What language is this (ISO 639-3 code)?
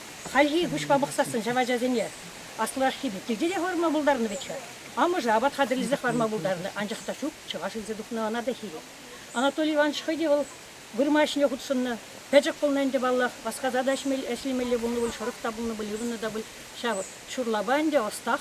chv